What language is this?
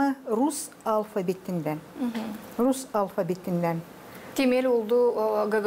Gagauz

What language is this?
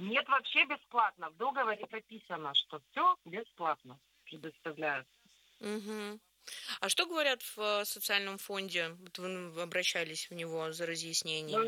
Russian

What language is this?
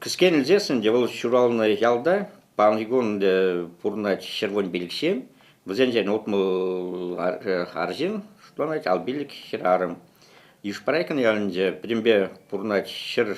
Chuvash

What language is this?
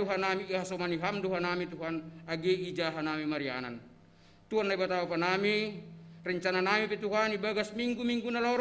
Batak Simalungun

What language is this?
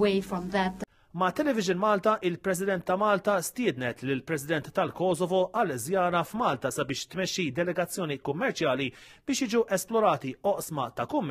Maltese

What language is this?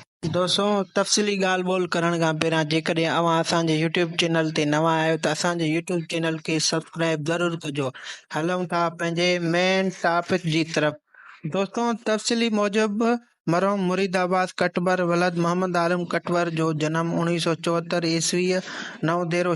Sindhi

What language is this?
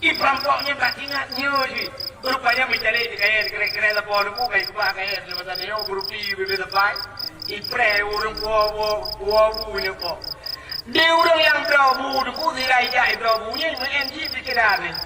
Achinese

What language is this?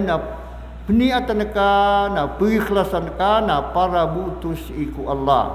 Maranao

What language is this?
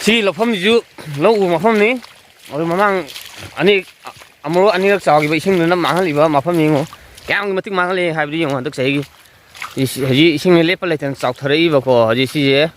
Manipuri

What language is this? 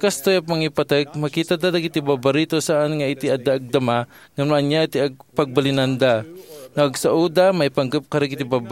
Iloko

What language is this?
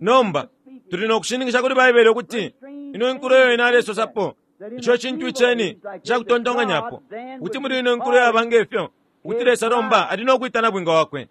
Bemba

